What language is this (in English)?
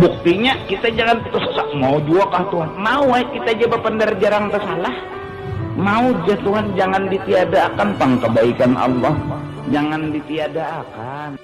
Banjar